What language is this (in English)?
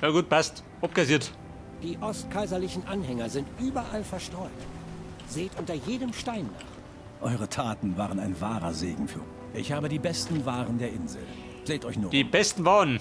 Bavarian